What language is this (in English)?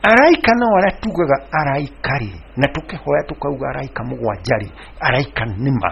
Kikuyu